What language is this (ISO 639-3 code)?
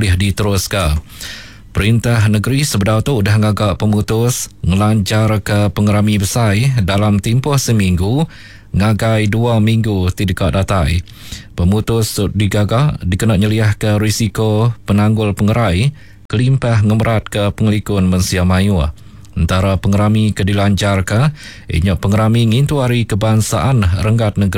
iba